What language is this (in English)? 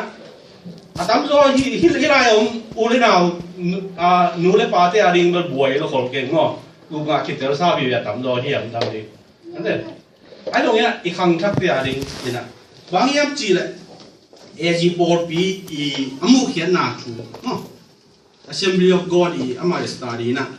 Tedim Chin